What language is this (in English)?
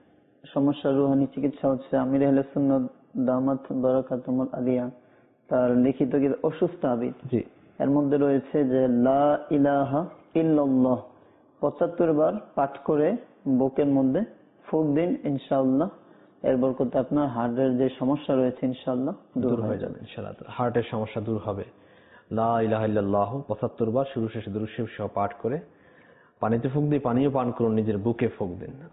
Bangla